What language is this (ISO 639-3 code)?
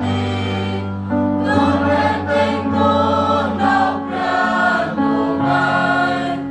cmo